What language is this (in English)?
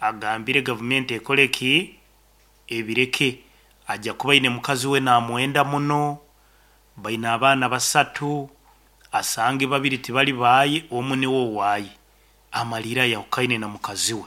Nyankole